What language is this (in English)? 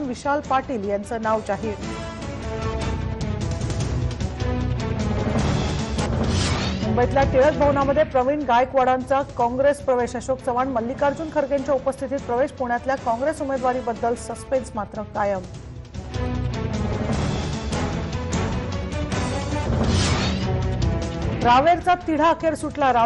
Marathi